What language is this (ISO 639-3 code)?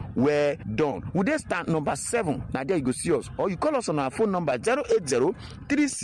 pcm